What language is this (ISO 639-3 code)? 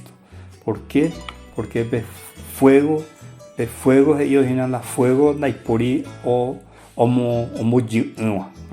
grn